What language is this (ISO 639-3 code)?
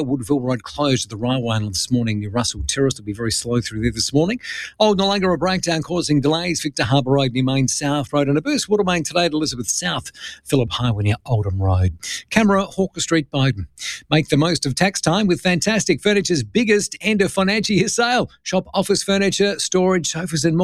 eng